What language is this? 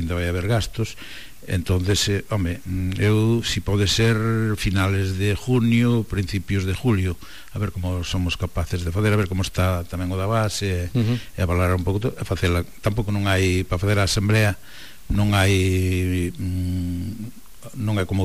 Galician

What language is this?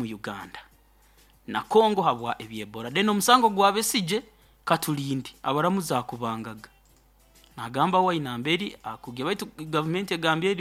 Nyoro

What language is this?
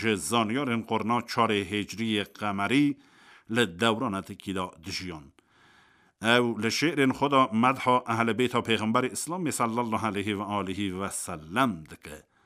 Kurdish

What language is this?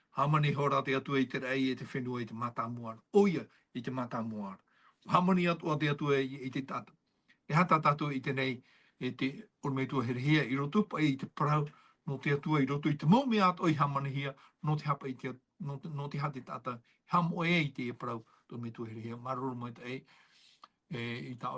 Tahitian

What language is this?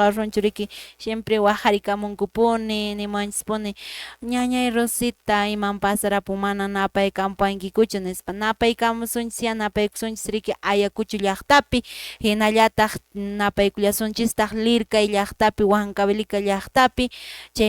Quechua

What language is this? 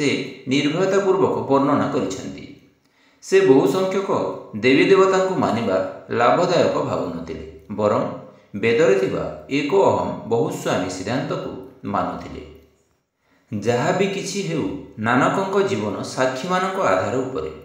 Odia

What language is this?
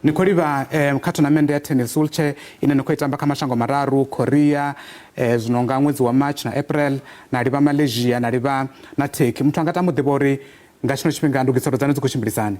Venda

